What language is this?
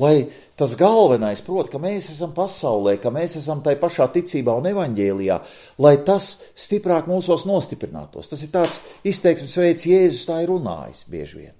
Latvian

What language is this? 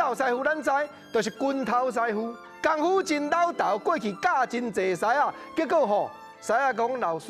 Min Nan Chinese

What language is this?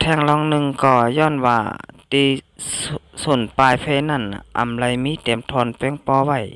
Shan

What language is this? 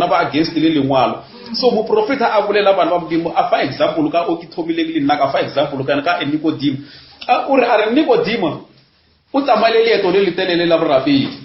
Northern Sotho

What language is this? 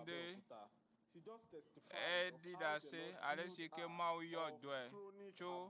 Ewe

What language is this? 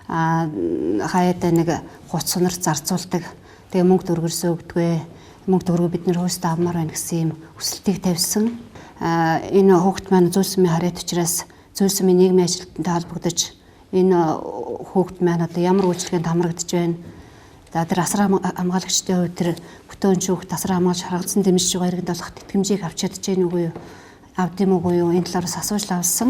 Mongolian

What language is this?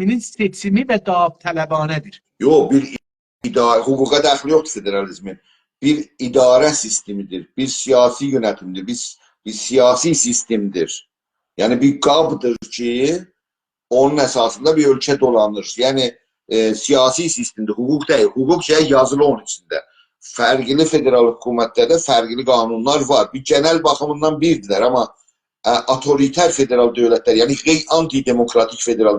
South Azerbaijani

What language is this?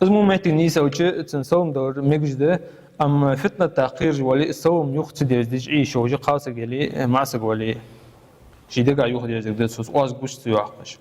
Ingush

